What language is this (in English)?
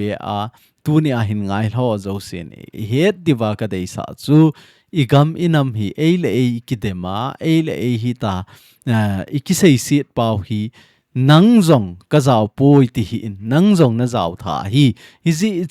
Thado Chin